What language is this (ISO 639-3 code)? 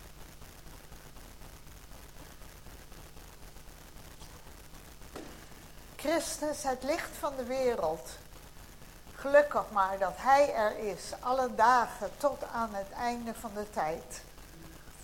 nld